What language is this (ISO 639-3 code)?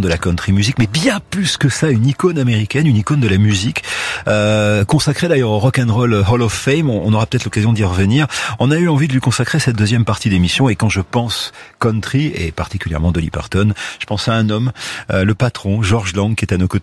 fra